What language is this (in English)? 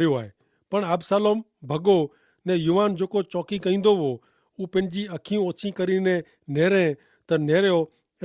Kachhi